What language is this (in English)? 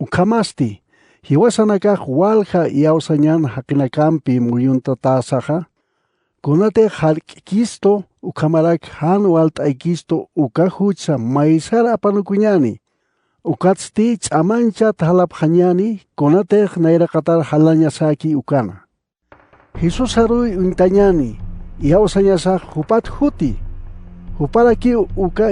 Aymara